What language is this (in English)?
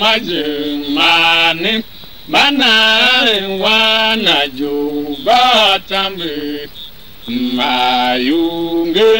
Tiv